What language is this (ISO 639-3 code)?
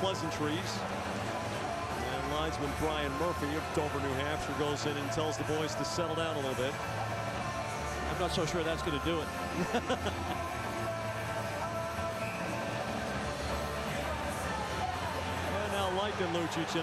eng